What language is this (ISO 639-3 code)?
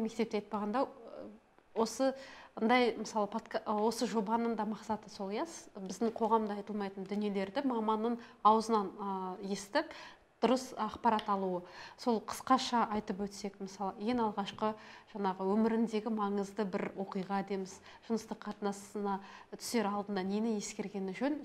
kaz